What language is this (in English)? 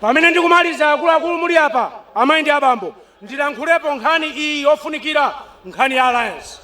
Nyanja